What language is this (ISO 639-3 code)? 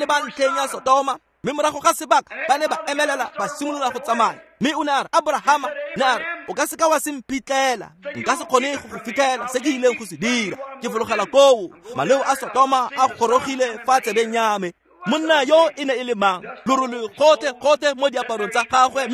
tsn